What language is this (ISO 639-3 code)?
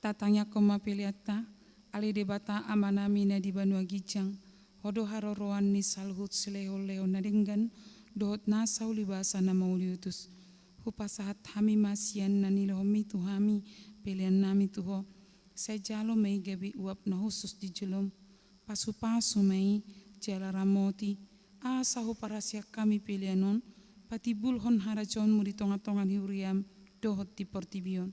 bbc